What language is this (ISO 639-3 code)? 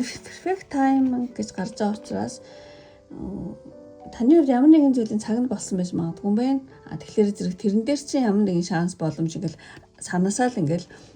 mon